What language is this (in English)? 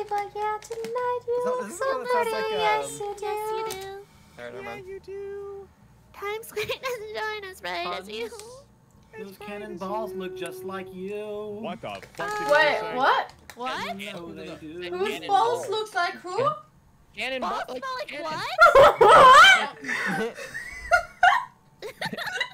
English